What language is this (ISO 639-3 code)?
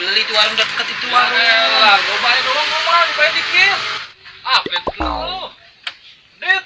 bew